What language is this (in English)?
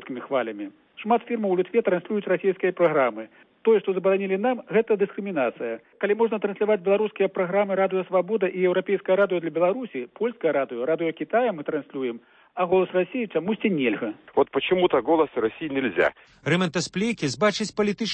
Belarusian